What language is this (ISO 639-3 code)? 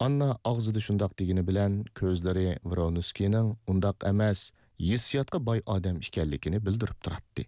uig